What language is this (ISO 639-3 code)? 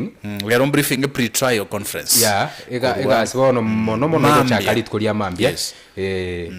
guz